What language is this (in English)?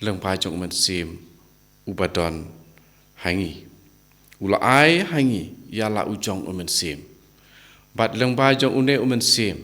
Khasi